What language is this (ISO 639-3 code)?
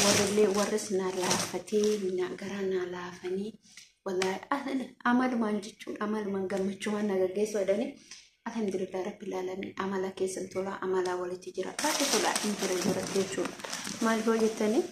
orm